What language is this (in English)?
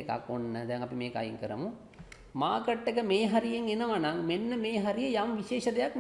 Sinhala